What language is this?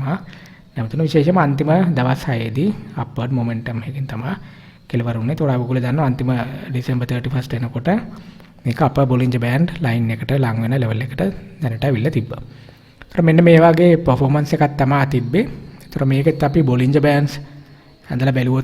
Sinhala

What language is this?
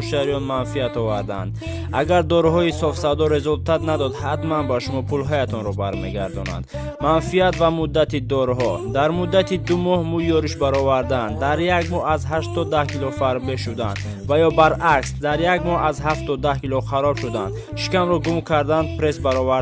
Tajik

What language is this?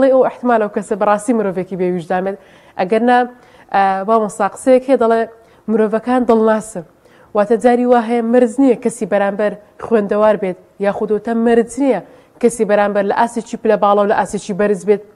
Central Kurdish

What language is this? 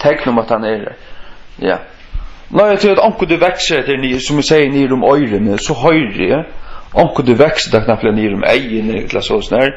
Faroese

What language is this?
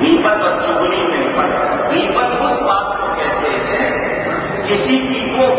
Urdu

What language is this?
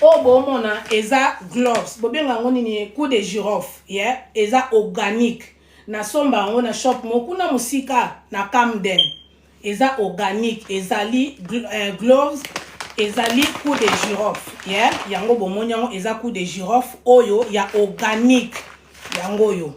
Lingala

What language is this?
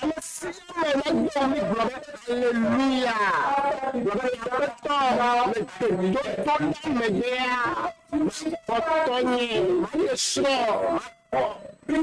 Ewe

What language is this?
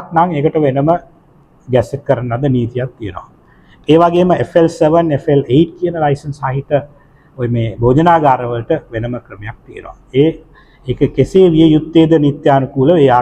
Sinhala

